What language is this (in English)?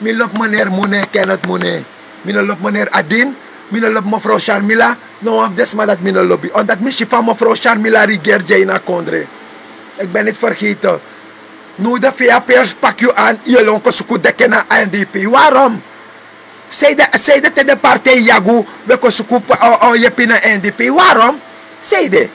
Sranan Tongo